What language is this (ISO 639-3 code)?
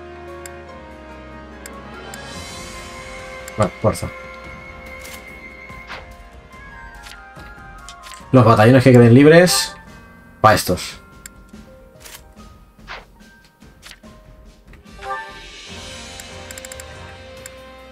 spa